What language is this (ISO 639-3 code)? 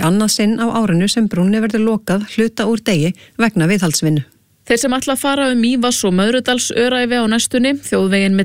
isl